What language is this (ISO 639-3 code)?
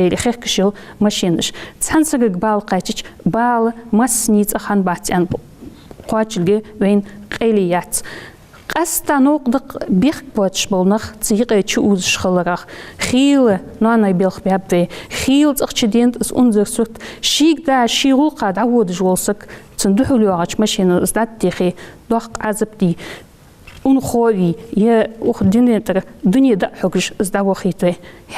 inh